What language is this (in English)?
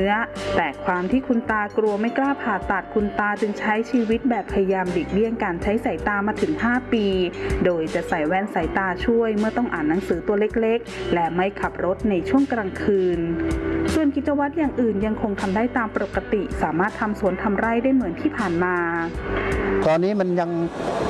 Thai